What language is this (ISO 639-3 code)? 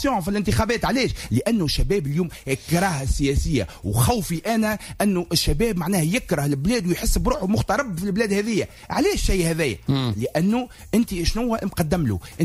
aeb